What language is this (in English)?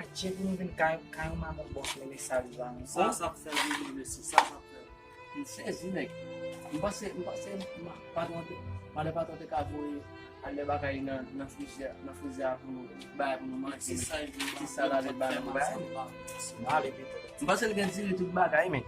Haitian Creole